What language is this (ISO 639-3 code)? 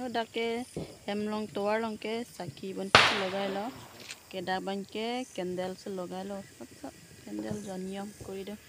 mjw